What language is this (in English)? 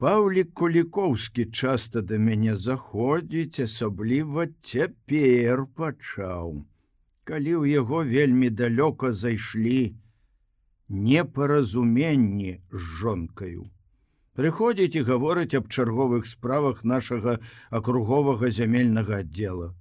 Belarusian